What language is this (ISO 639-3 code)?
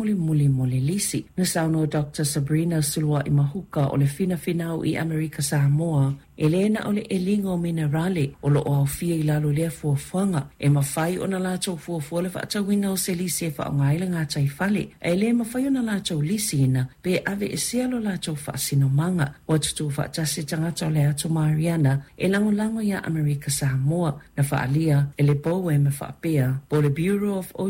smo